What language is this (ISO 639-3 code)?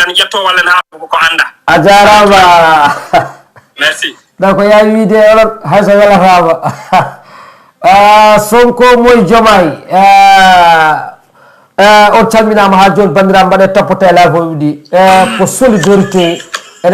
ful